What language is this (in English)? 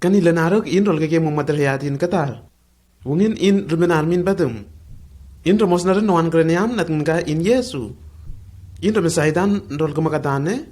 Lenakel